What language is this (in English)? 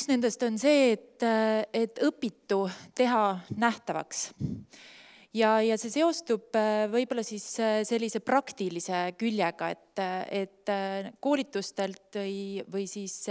Estonian